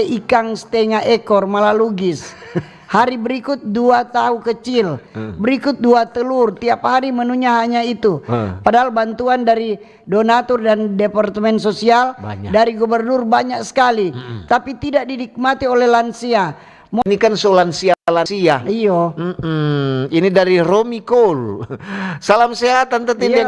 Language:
Manado Malay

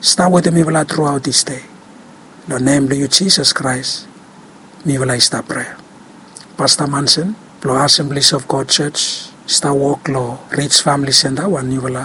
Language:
Bislama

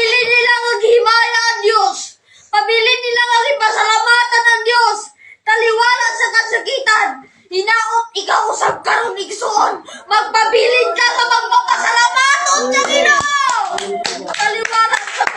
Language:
Cebuano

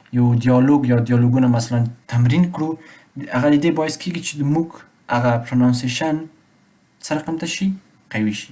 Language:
Pashto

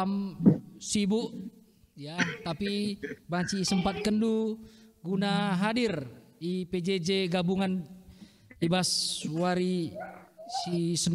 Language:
Batak Karo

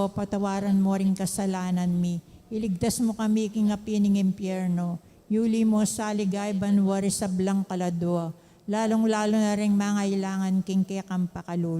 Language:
Pampanga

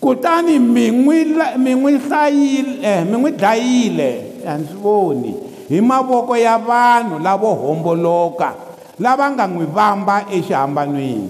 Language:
Tsonga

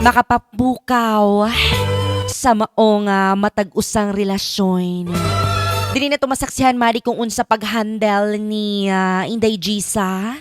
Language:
Cebuano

